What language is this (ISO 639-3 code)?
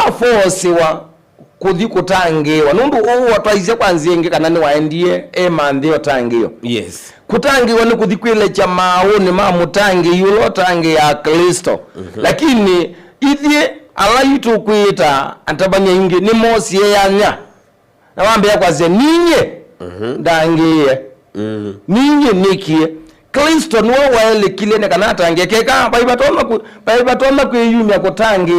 kam